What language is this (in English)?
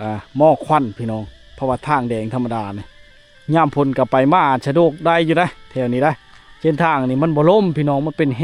Lao